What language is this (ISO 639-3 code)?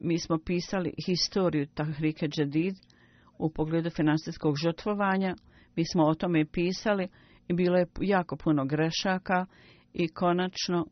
bos